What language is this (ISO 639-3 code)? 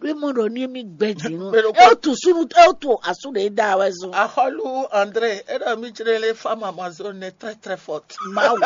fon